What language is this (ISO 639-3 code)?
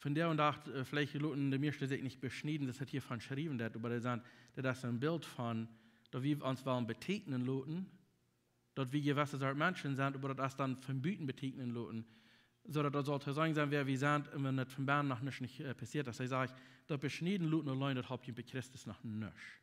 pdt